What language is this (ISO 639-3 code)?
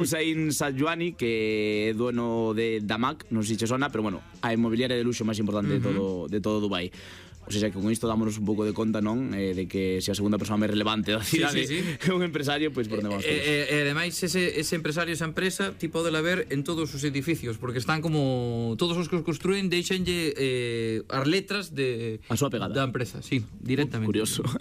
glg